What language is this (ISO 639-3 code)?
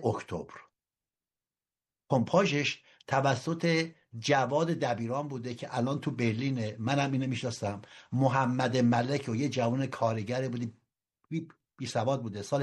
fas